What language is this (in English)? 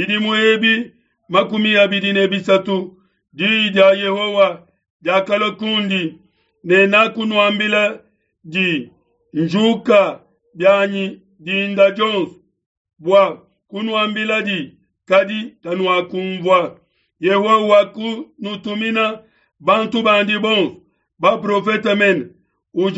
Luba-Lulua